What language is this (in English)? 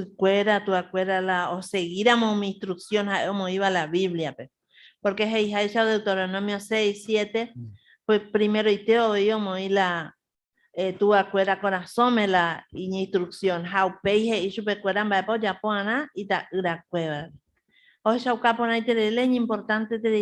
Guarani